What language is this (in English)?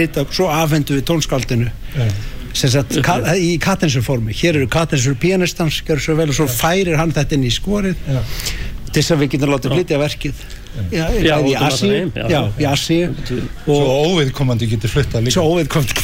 Icelandic